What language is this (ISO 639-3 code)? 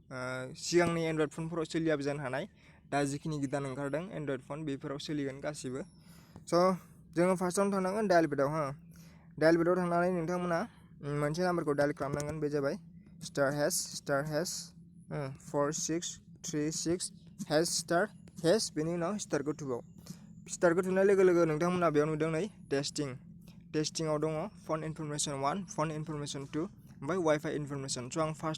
brx